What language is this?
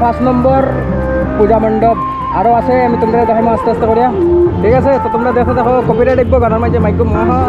Sylheti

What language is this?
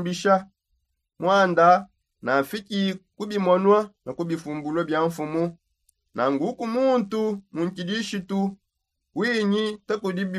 Songe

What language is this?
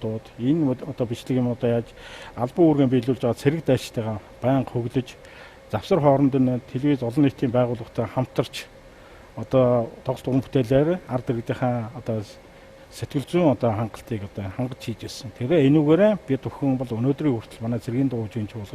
Mongolian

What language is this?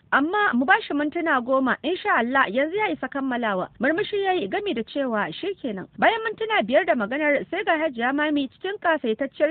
Hausa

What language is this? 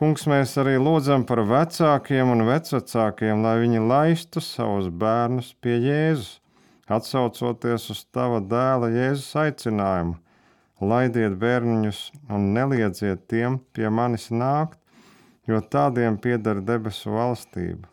Latvian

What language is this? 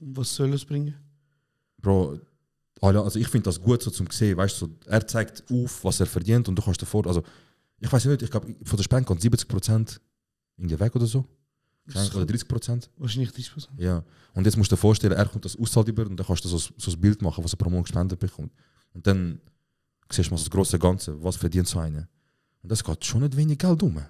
Swiss German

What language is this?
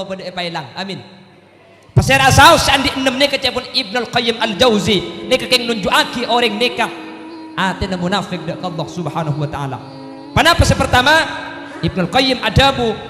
Madurese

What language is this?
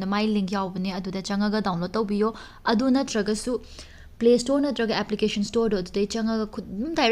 Manipuri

